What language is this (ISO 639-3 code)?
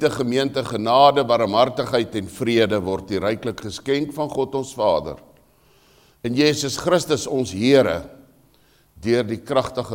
afr